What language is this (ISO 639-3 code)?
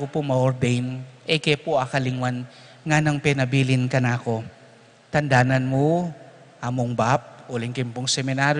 pam